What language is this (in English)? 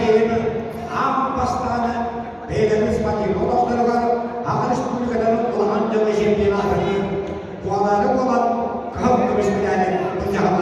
Yakut